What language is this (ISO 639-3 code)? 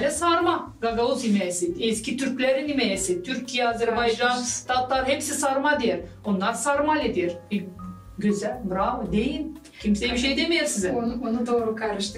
gag